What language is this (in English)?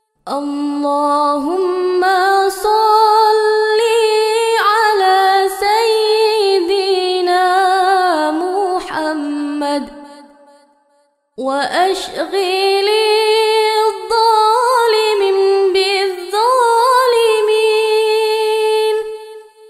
Arabic